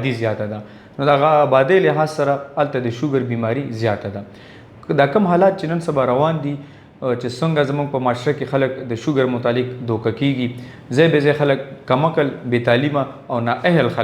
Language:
Pashto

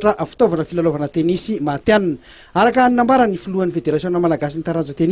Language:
Malagasy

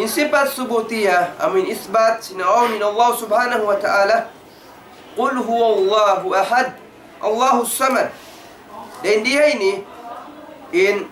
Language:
Tausug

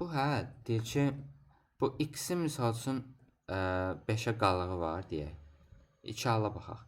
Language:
Azerbaijani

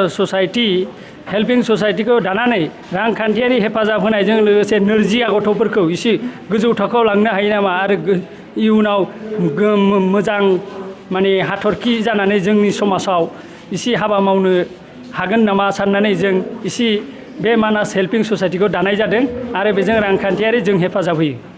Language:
Bodo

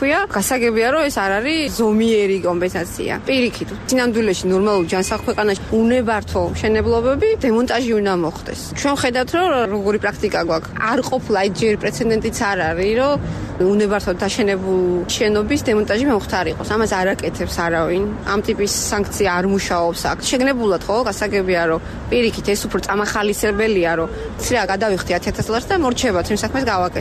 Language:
Georgian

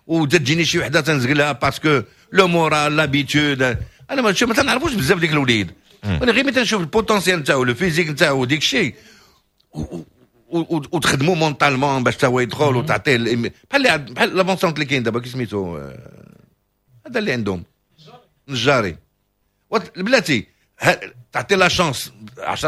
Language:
Moroccan Arabic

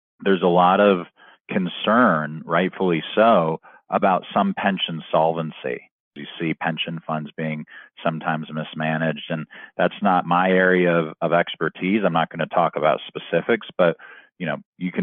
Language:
English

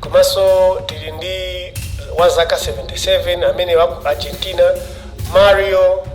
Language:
Nyanja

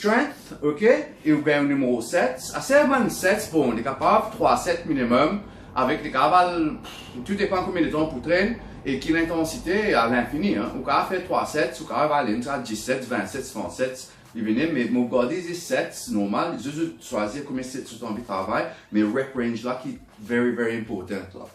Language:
Morisyen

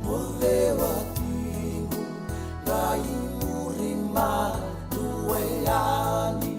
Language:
Fijian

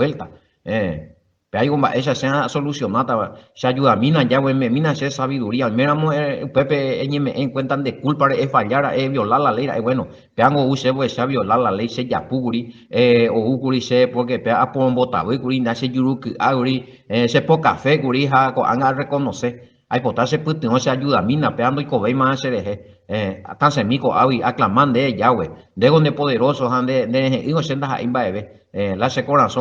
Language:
Guarani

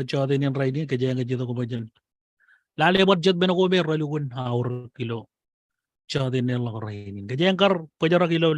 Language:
Marshallese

